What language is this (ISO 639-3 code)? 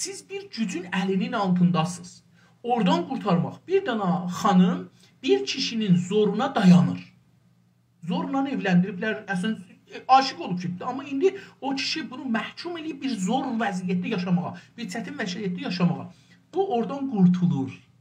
azb